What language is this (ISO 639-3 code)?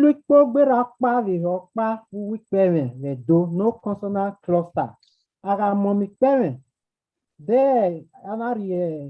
bin